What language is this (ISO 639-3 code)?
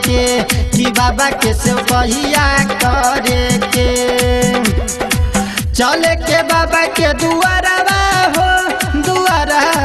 bho